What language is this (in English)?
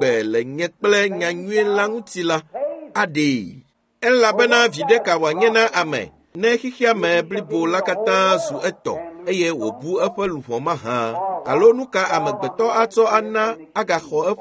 Ewe